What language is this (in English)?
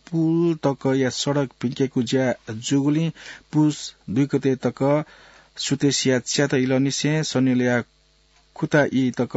Newari